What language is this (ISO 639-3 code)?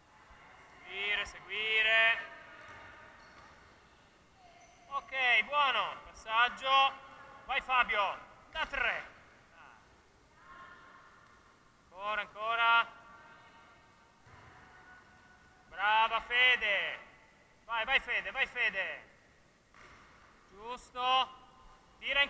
ita